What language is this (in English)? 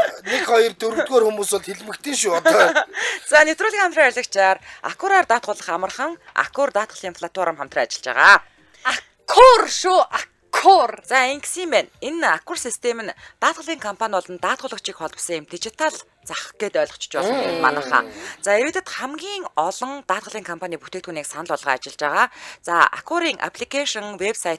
Mongolian